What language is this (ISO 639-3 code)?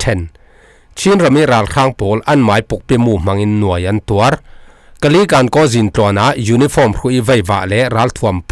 cfm